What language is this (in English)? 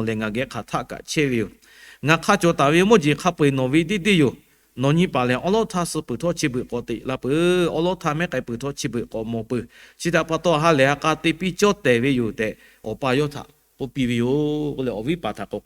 Lahu